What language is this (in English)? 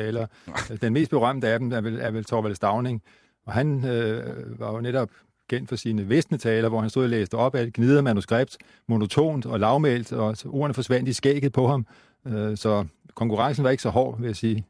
Danish